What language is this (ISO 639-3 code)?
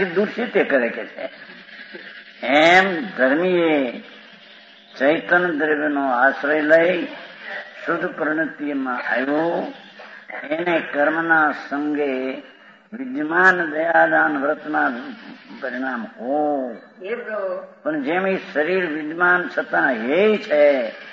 guj